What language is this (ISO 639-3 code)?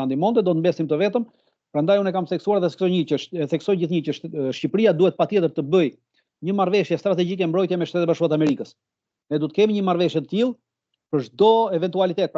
sqi